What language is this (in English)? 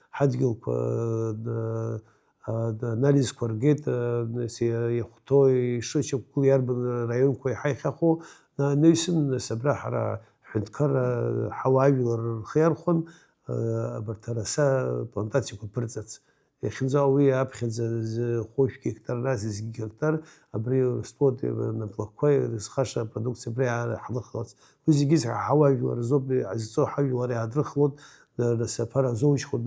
Abkhazian